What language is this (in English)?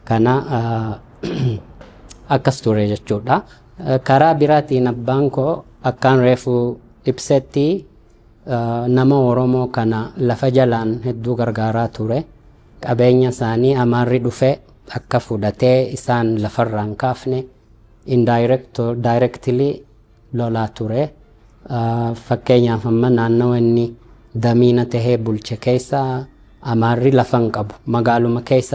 Oromo